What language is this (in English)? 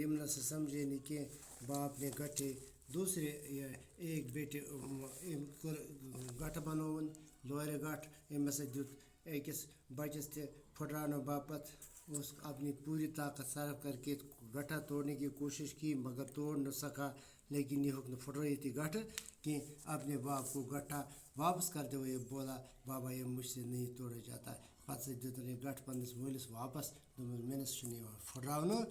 Kashmiri